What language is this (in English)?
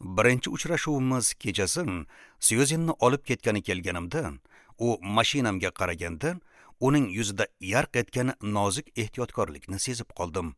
Uzbek